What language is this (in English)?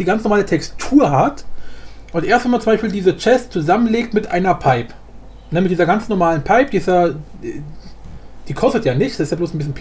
German